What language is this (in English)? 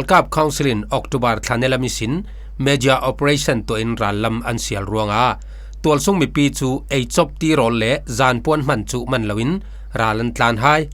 Falam Chin